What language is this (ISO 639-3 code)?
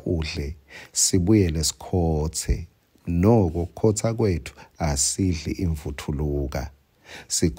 ssw